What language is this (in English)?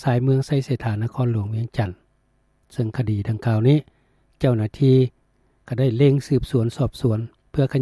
Lao